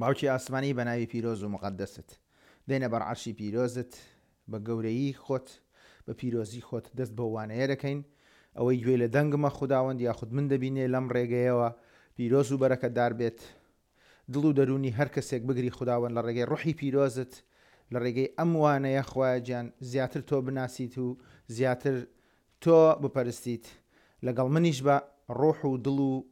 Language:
Central Kurdish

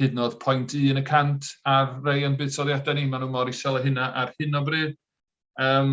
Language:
Welsh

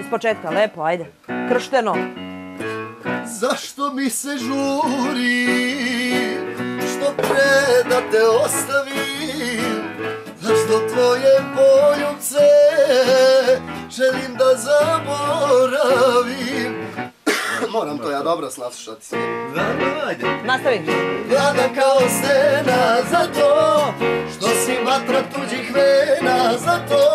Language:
Serbian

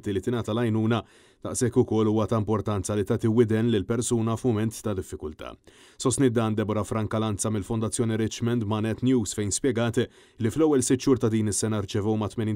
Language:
Maltese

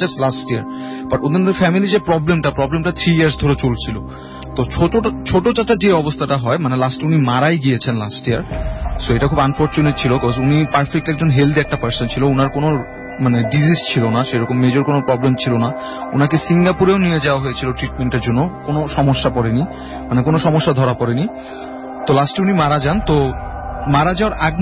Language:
Bangla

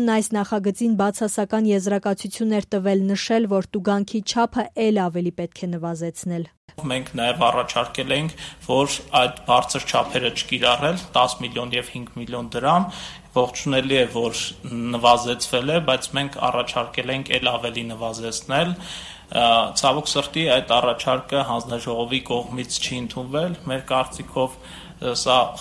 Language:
Armenian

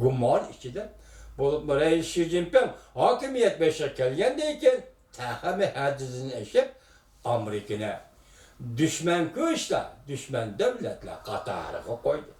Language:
Uyghur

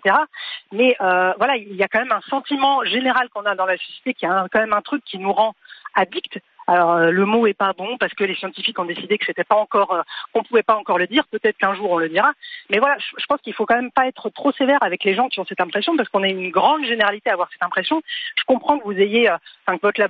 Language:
French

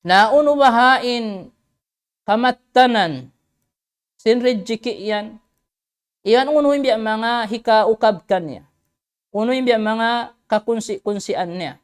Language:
Tausug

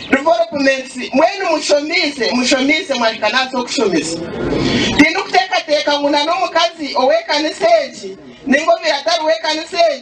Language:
Nyankole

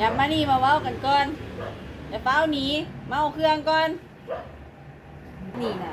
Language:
Lao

